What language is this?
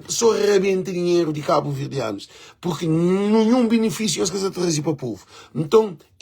Kabuverdianu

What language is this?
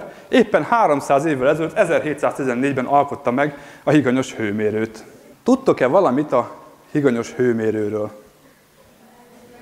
Hungarian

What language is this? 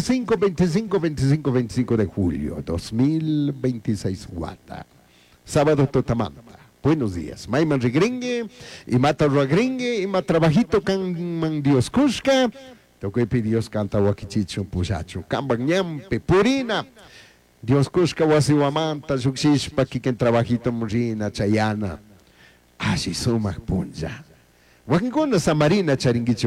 Chimborazo Highland Quichua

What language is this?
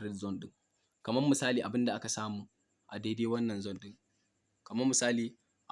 Hausa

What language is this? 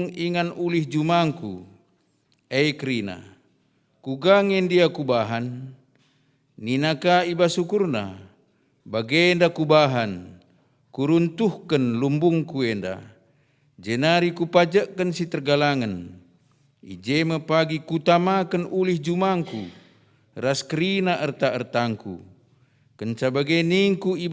Batak Karo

